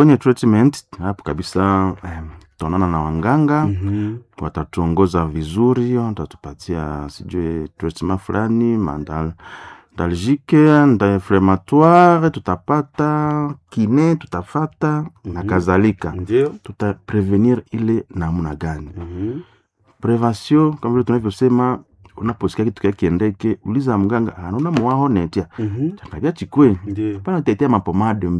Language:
Swahili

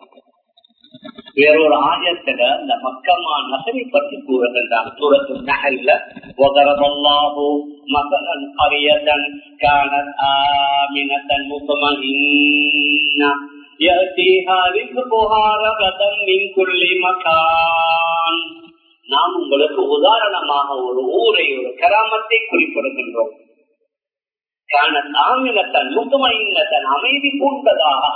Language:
Tamil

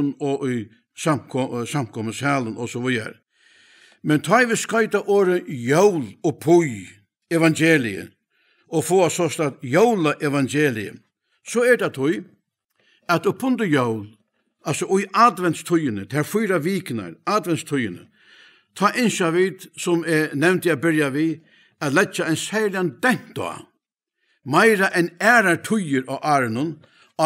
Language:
Faroese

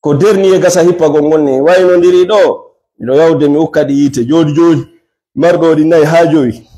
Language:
Fula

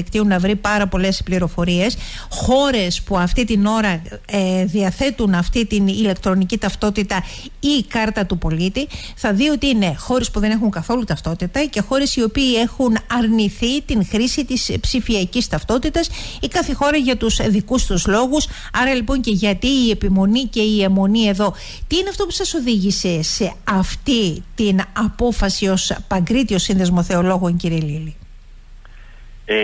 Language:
Greek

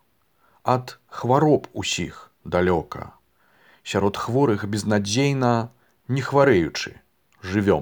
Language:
Belarusian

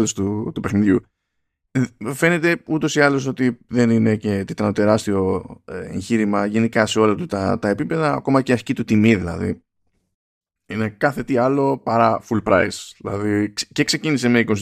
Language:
Greek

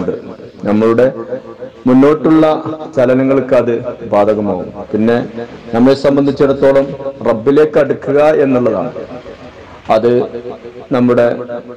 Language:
Malayalam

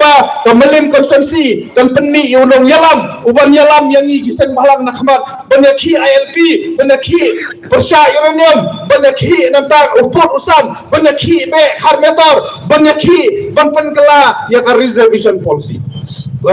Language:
Khasi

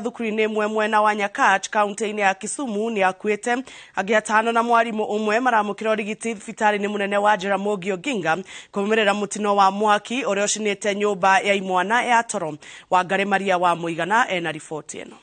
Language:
Kikuyu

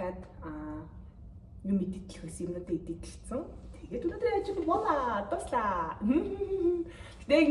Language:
Mongolian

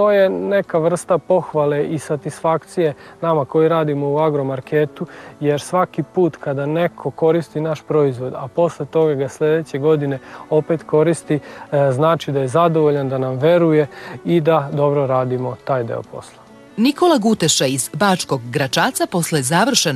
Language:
Serbian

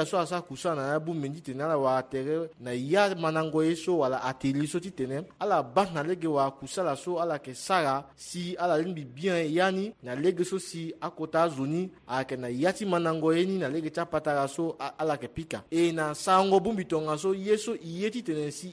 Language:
Sango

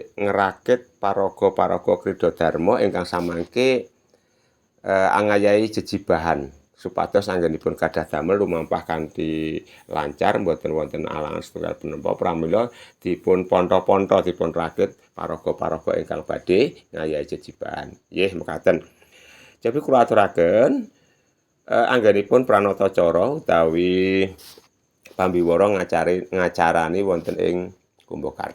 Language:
Javanese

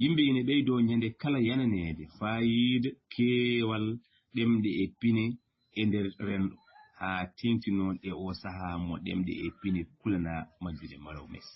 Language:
Fula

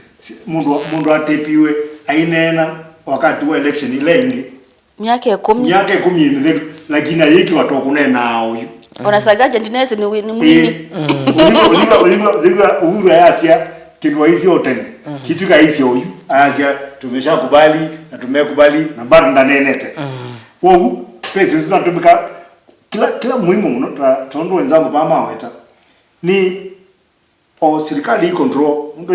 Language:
Kamba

